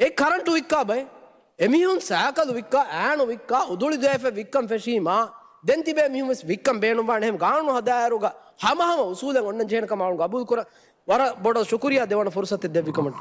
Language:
Divehi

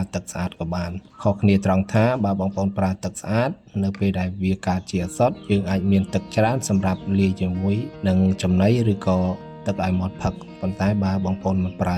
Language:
Khmer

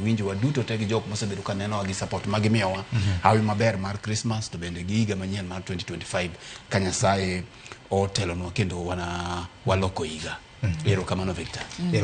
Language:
Luo (Kenya and Tanzania)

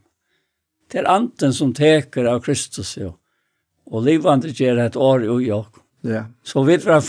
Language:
Faroese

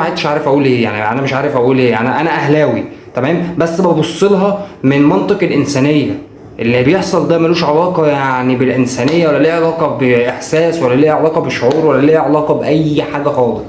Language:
Egyptian Arabic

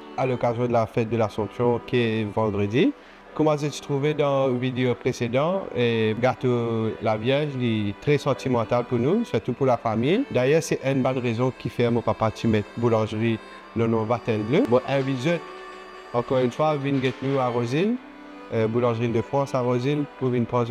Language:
Morisyen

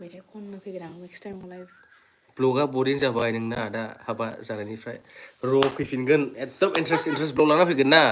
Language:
Bodo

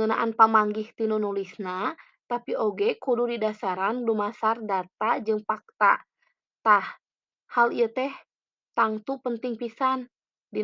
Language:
Sundanese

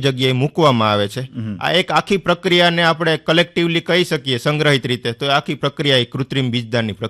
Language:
Gujarati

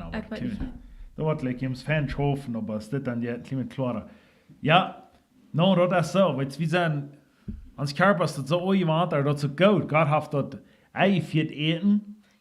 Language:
Plautdietsch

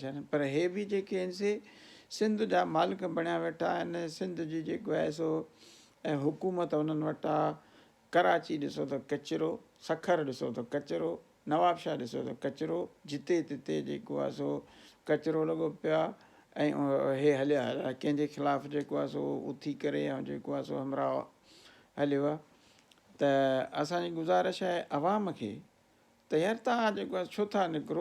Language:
Sindhi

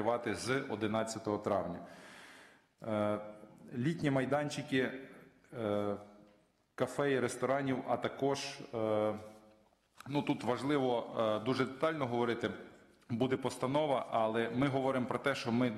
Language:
Ukrainian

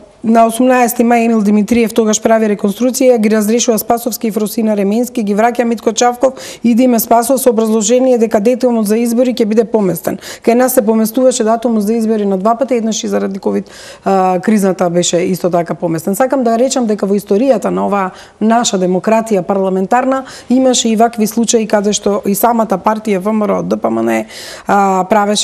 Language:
Macedonian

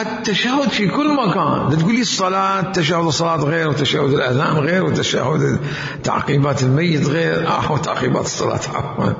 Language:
Mesopotamian Arabic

